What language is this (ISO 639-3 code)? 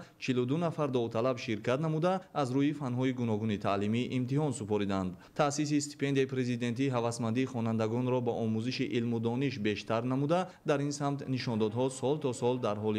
tgk